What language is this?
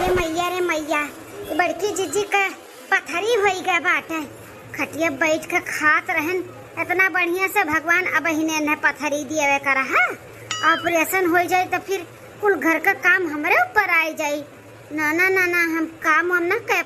Awadhi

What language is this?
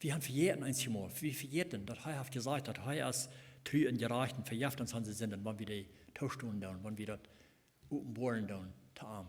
Plautdietsch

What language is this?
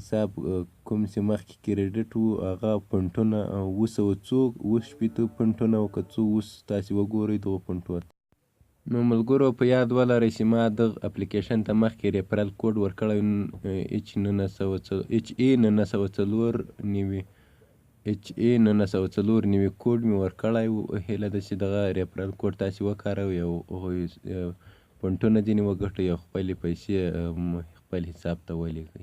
Pashto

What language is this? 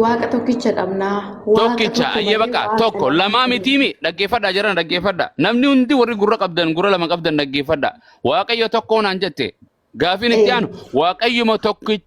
Oromo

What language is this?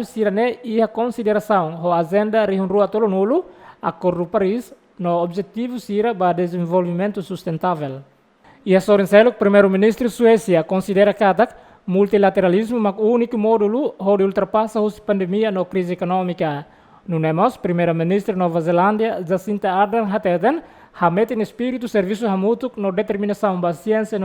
Tetum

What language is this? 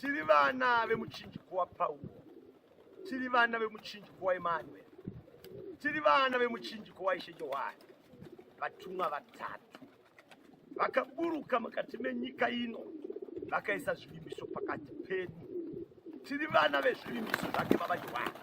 Shona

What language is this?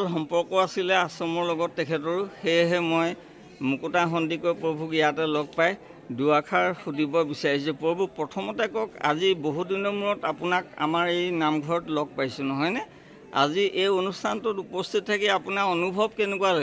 Assamese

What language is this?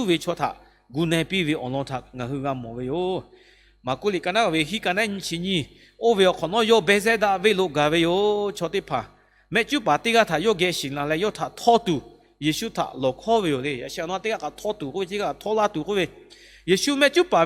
Lahu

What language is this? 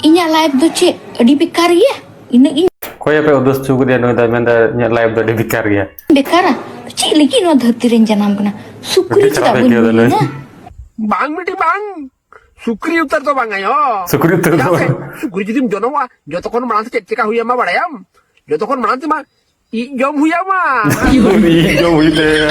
Santali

